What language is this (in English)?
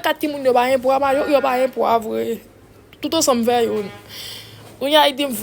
Haitian Creole